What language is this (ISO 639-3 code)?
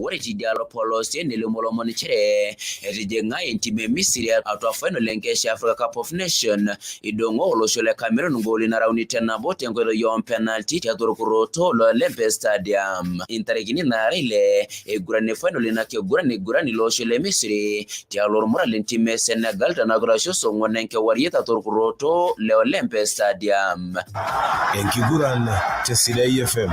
mas